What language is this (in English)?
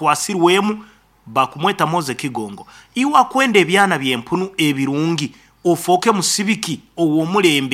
Nyankole